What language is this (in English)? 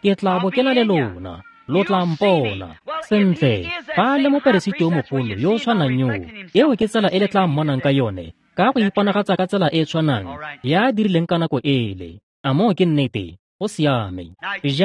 Tswana